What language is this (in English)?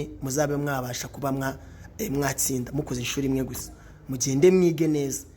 Kinyarwanda